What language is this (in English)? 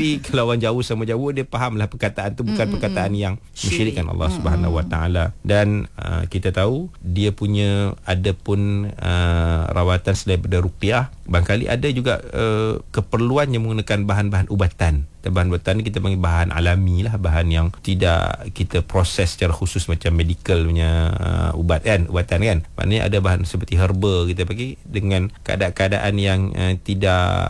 Malay